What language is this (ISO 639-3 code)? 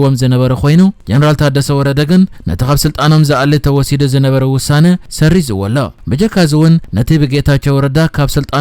tir